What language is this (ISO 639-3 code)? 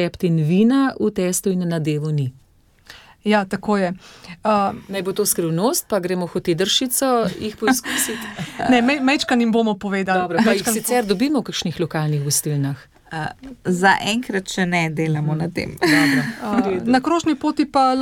slv